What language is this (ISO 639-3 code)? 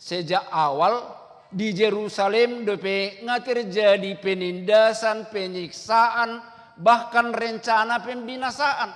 bbc